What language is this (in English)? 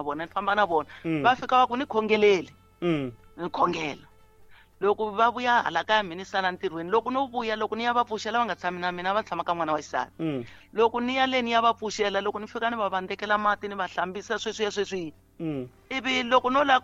Tsonga